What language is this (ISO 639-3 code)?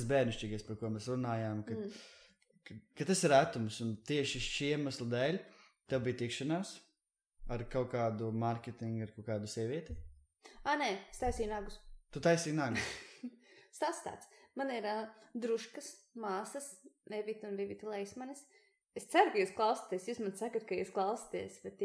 lav